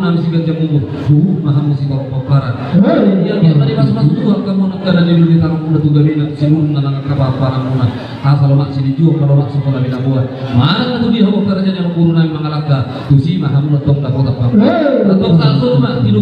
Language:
Batak Toba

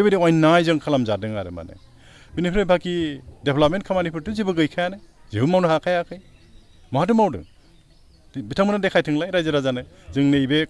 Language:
Bodo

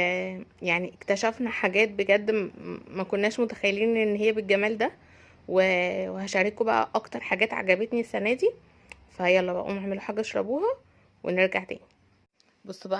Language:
Egyptian Arabic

